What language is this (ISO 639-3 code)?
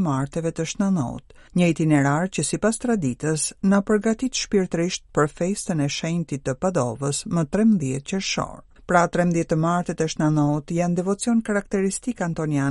sqi